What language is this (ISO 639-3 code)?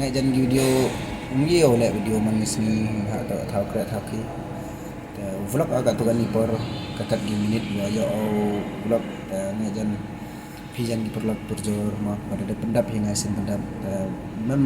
kha